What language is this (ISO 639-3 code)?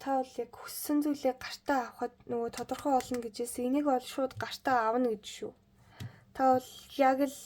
mon